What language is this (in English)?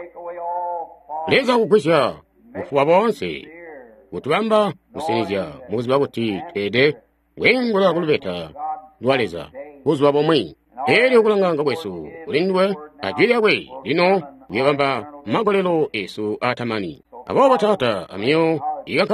Tonga (Zambia)